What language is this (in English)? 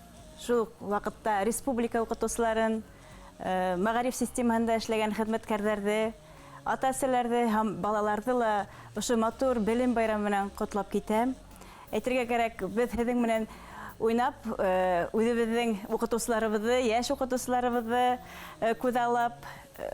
Bashkir